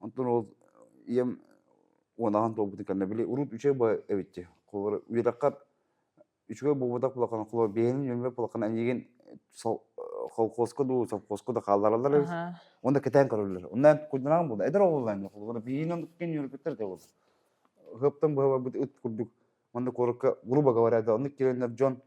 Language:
Yakut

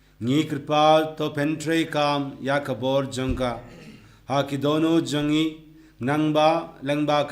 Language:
Khasi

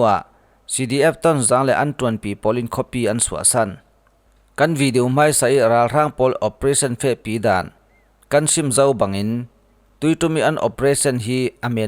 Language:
Falam Chin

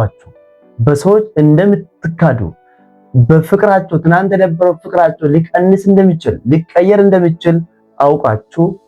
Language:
Amharic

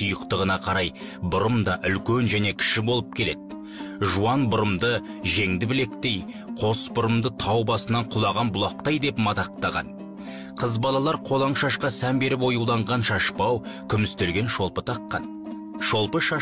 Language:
Kazakh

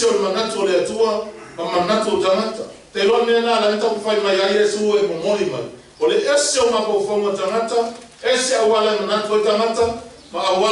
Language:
Samoan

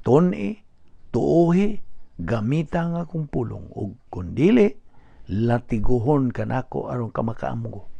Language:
Cebuano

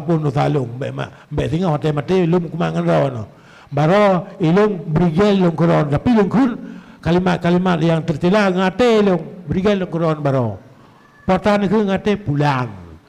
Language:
Achinese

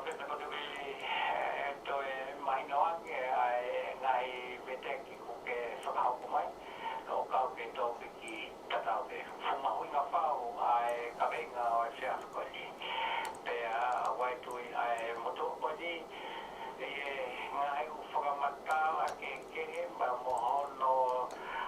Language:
Tongan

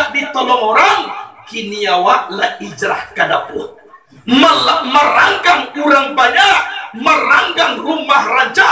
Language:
Minangkabau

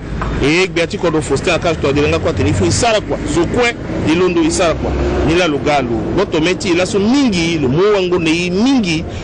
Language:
Sango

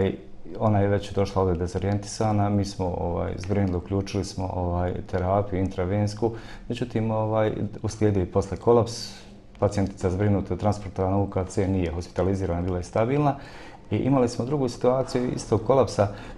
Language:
Bosnian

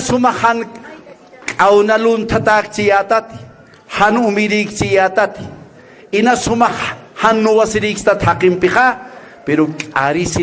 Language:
Aymara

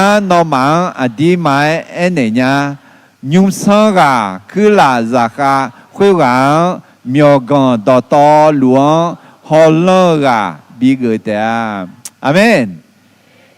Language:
Akha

